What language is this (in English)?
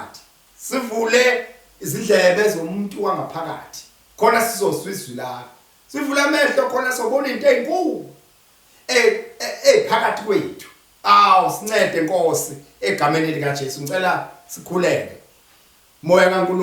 Zulu